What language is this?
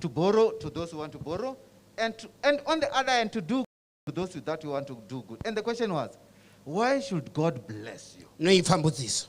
Venda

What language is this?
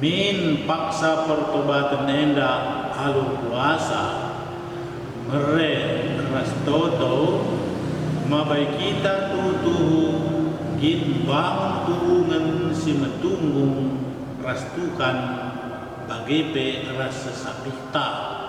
Batak Karo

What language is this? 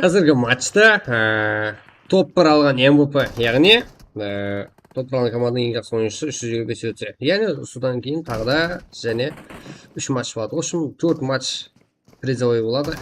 Kara-Kalpak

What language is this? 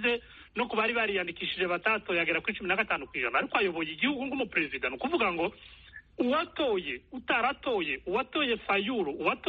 Kinyarwanda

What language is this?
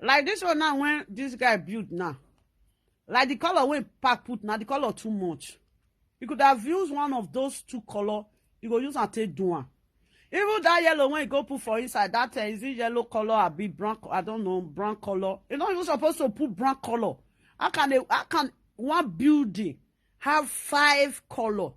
Nigerian Pidgin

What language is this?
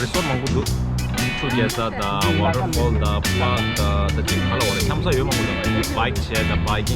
Tibetan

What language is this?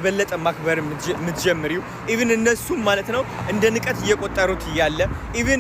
Amharic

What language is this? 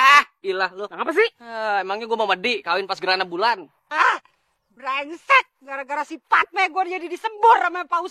Betawi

